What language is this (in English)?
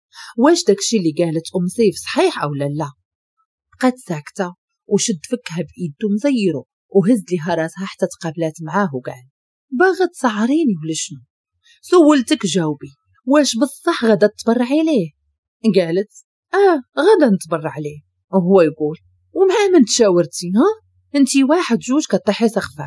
Moroccan Arabic